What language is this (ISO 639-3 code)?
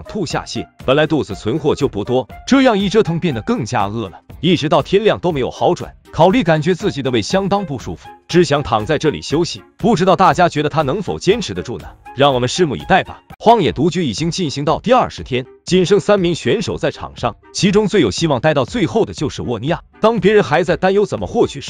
zho